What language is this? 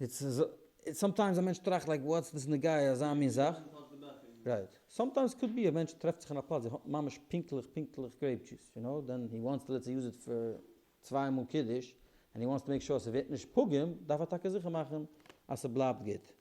Yiddish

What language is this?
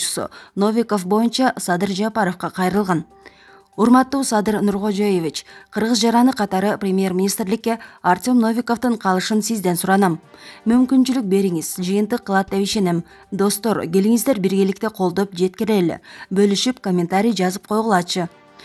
Kyrgyz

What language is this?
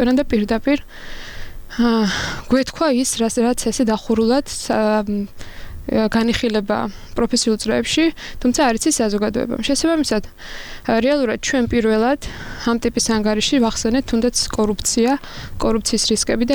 Georgian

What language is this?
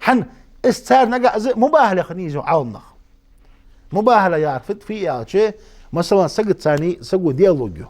Ingush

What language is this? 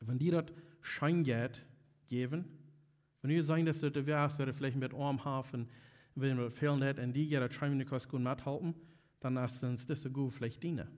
Plautdietsch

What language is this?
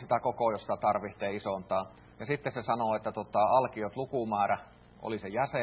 Finnish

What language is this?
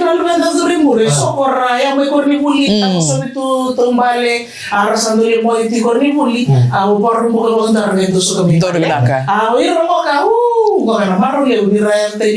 Fijian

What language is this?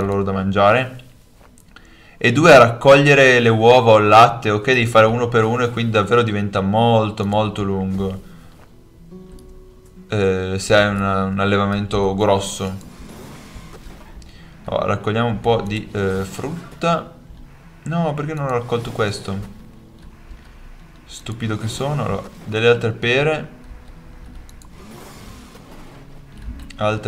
Italian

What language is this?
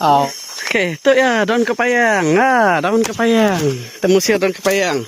Iban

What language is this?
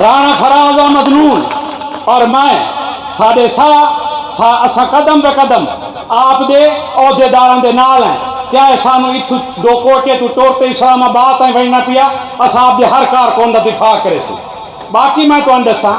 Saraiki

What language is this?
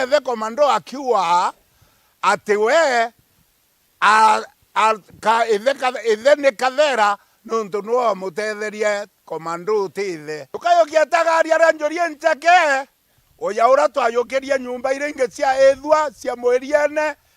Meru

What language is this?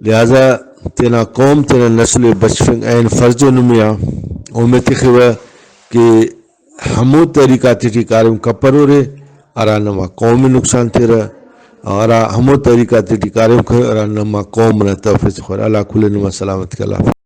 Brahui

